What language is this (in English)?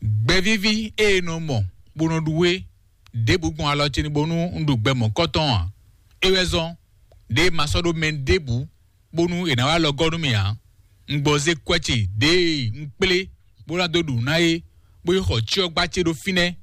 Fon